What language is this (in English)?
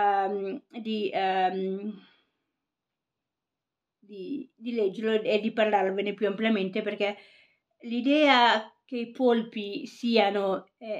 Italian